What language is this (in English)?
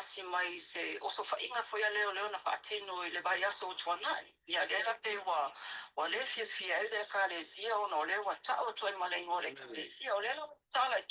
Samoan